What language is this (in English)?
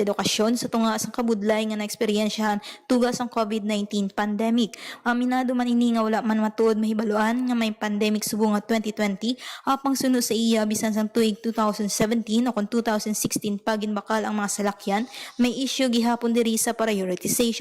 Hiligaynon